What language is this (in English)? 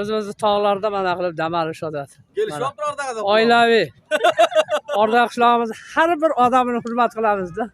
Uzbek